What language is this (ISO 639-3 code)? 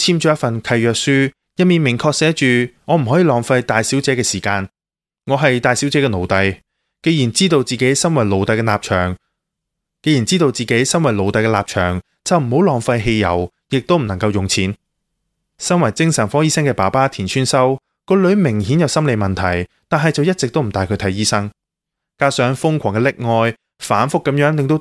yue